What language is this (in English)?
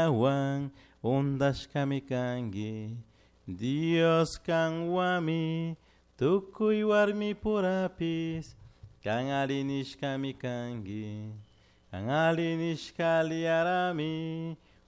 Chimborazo Highland Quichua